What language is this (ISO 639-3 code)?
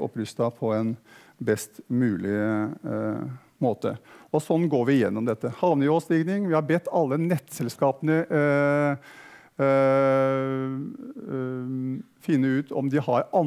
nor